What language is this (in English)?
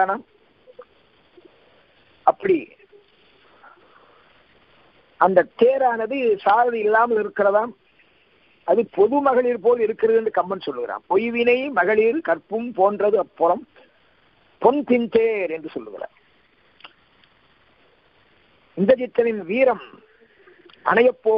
Tamil